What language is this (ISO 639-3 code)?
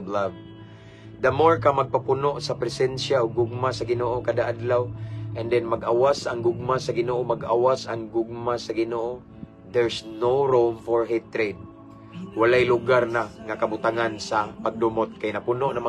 ceb